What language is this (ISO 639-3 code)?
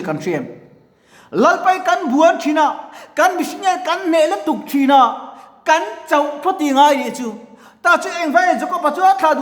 lus